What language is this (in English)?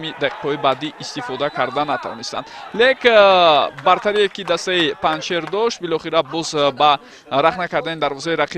Tajik